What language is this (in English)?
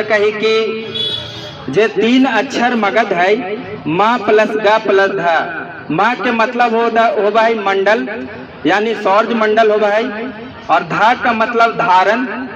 Magahi